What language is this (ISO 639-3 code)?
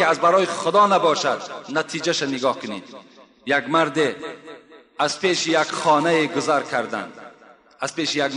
tgk